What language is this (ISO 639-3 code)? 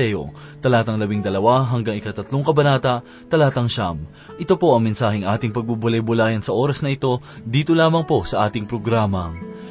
fil